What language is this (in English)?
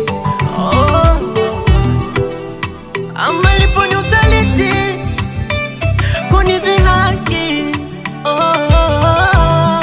Swahili